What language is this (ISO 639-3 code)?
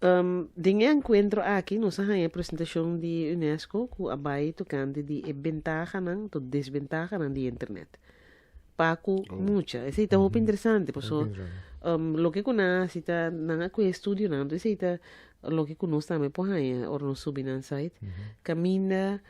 pap